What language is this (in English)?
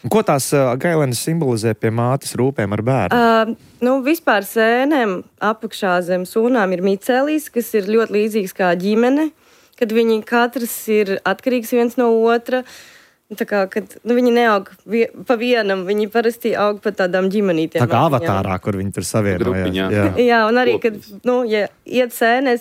Latvian